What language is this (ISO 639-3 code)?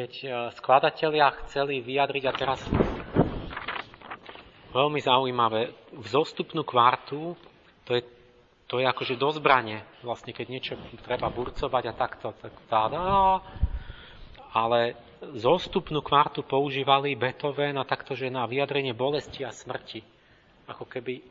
slk